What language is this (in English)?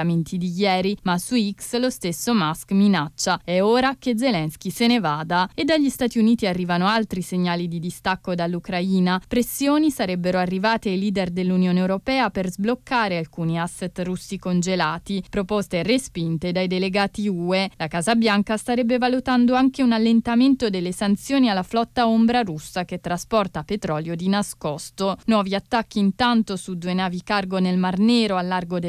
Italian